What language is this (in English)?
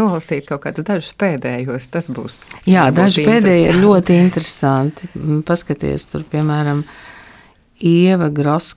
Latvian